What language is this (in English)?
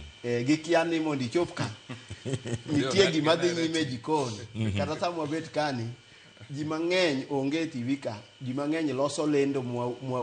Luo (Kenya and Tanzania)